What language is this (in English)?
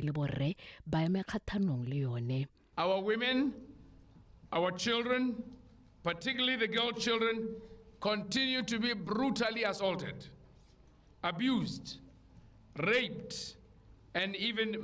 Tswana